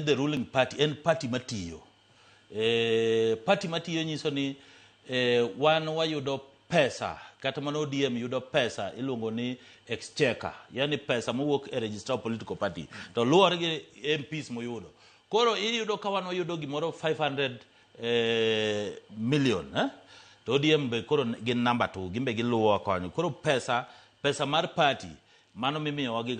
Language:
Luo (Kenya and Tanzania)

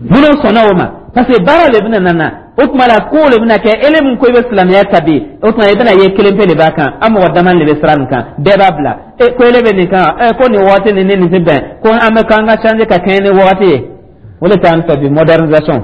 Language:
Dyula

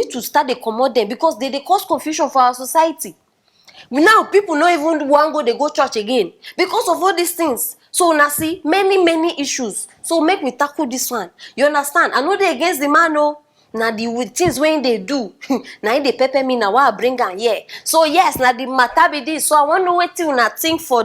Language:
Nigerian Pidgin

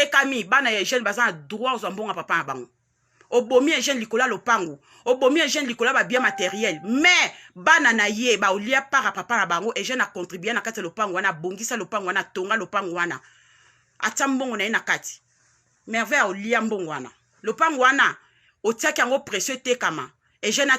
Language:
Lingala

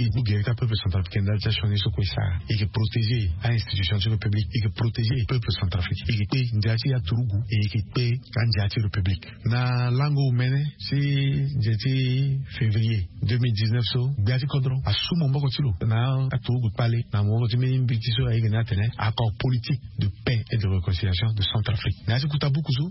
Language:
Sango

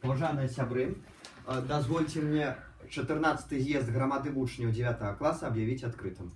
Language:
Belarusian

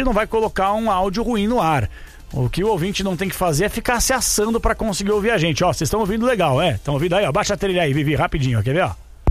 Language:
Portuguese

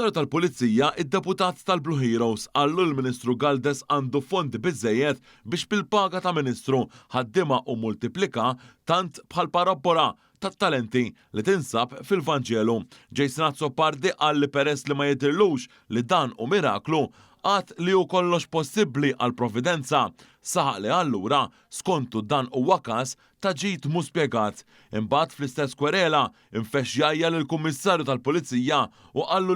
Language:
Maltese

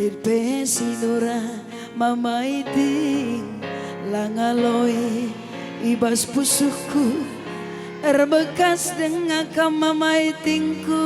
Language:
Batak Karo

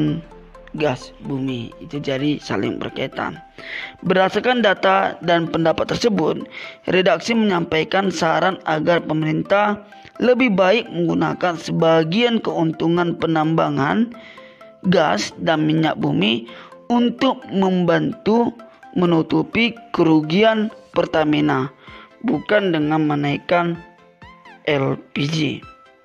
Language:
Indonesian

